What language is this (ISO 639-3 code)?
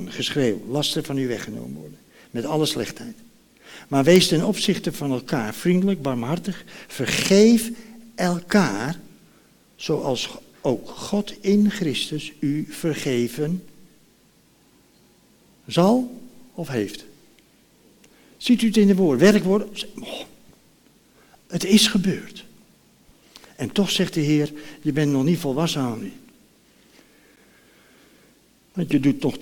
nld